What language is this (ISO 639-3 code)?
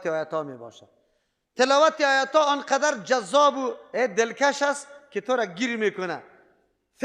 fas